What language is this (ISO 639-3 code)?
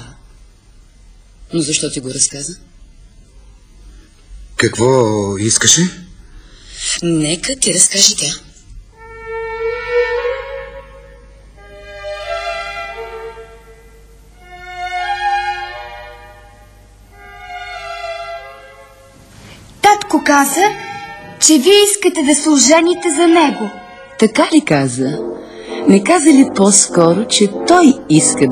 bul